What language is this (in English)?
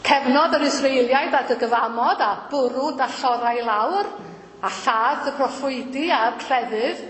Welsh